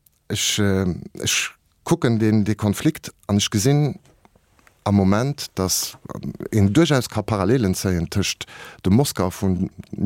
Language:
Luxembourgish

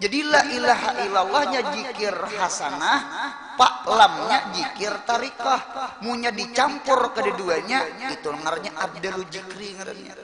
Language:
Banjar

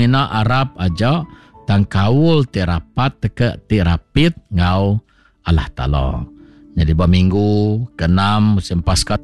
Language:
Iban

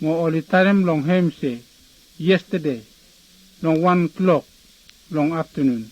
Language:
Bislama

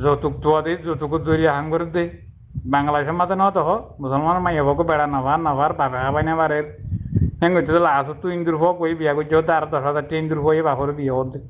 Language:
Rohingya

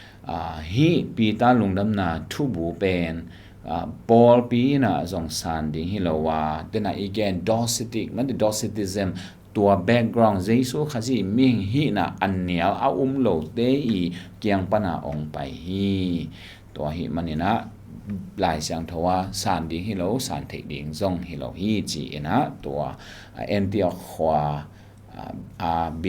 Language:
Tedim Chin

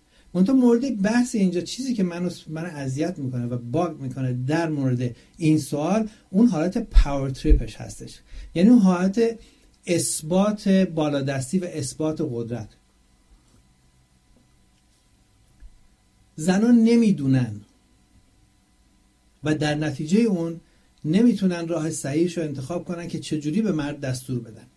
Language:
Persian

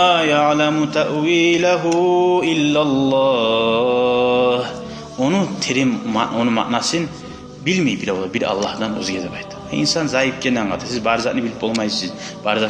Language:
Kumyk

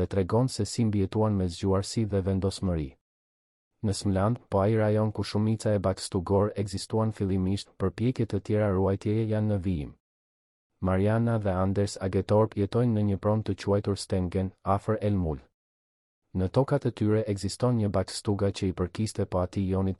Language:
Albanian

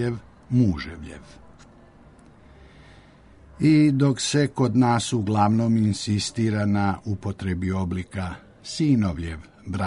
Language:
Serbian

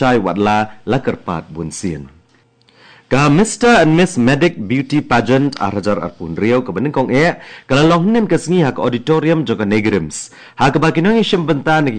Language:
Khasi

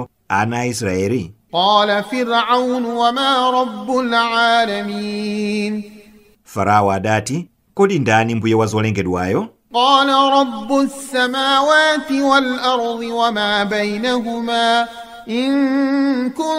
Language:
Nyanja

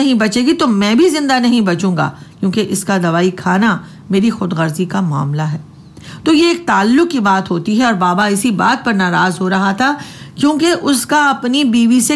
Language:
Urdu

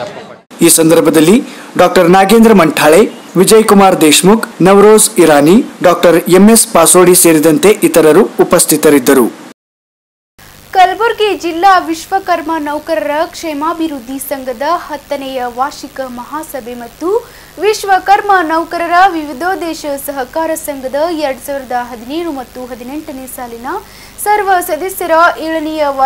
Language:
Kannada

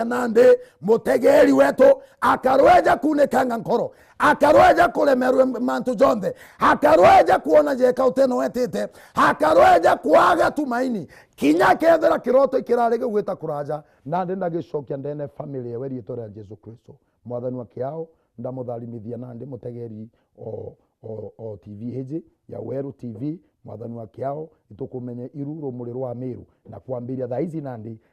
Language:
Meru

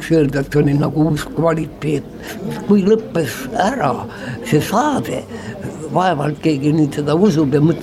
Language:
Estonian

